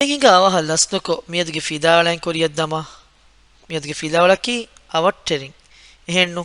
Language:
Divehi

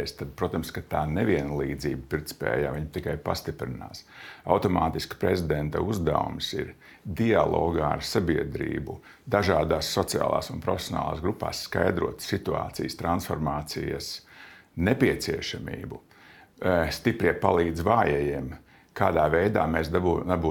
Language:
Latvian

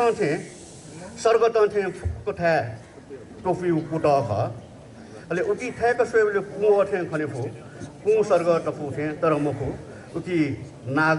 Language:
Newari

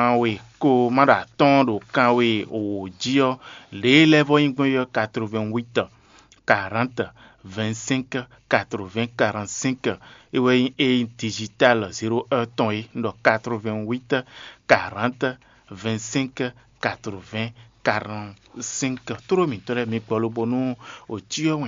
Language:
Fon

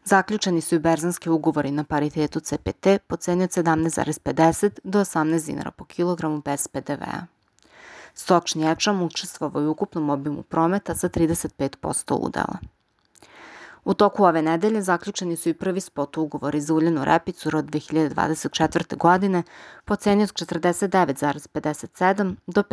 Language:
Serbian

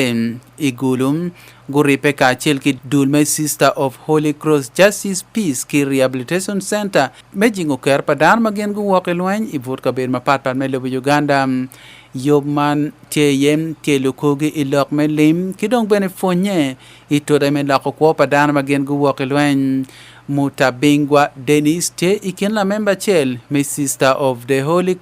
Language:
Acoli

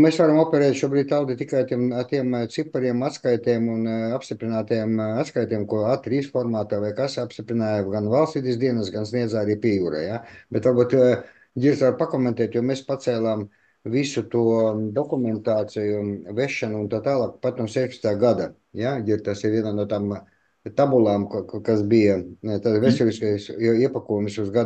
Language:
Latvian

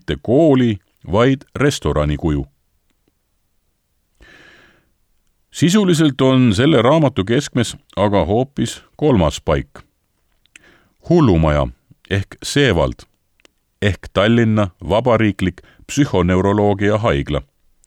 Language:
Estonian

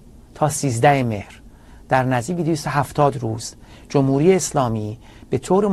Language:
Persian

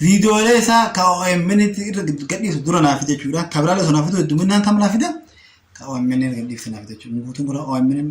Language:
Oromo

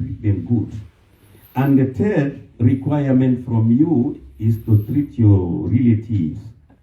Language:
Pular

